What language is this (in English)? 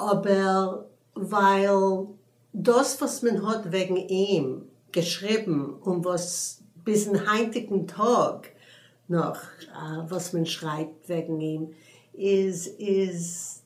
Yiddish